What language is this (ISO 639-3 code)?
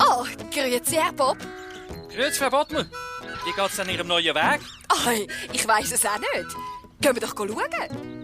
gsw